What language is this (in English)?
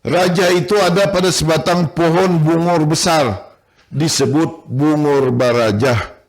Banjar